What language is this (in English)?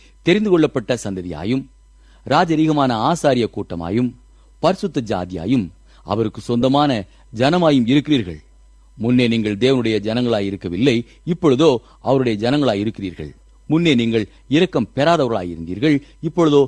Tamil